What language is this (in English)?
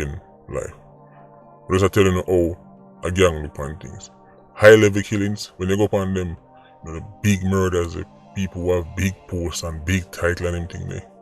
Jamaican Creole English